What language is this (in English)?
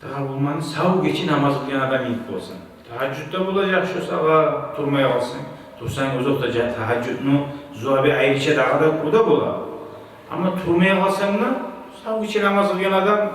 Kumyk